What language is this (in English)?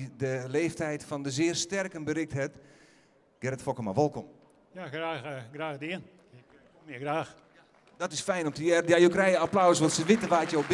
Western Frisian